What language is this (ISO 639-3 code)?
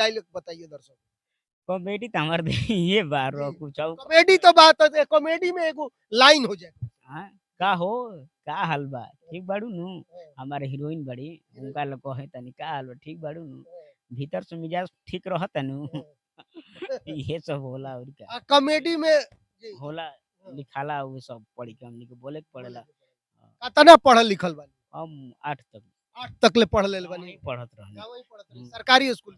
bho